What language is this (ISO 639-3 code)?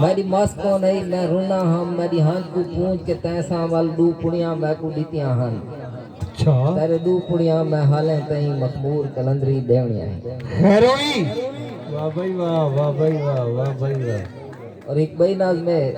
skr